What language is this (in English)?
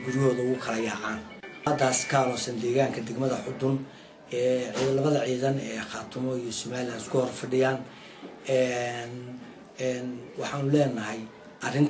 Somali